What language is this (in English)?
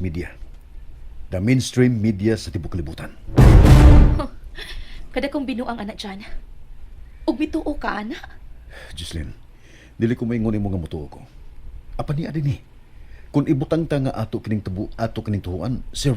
Cebuano